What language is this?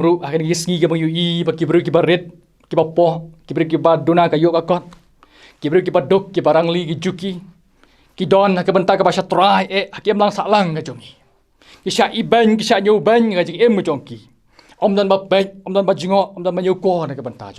Khasi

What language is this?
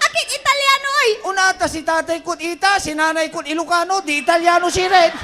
Pangasinan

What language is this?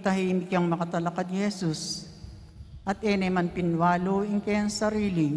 Pampanga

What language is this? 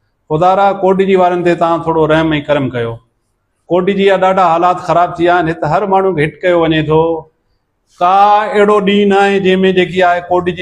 Sindhi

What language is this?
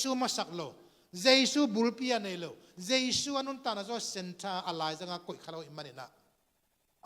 Tedim Chin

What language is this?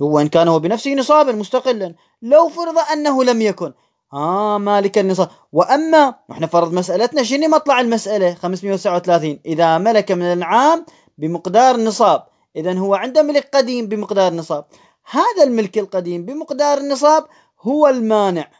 Moroccan Arabic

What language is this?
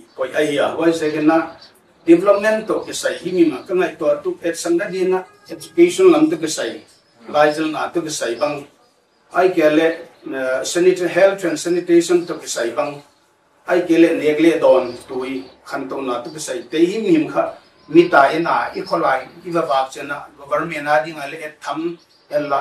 Paite Chin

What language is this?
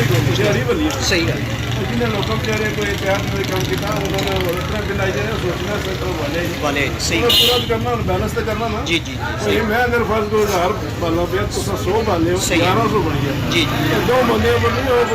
Pahari-Potwari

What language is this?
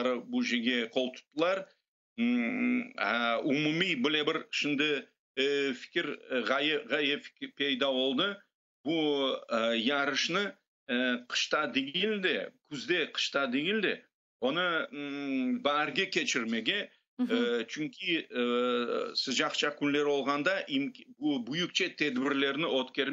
Crimean Tatar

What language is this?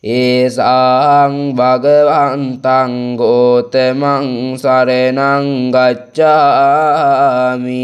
Pali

